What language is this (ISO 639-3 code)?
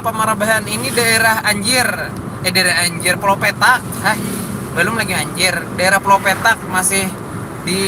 bjn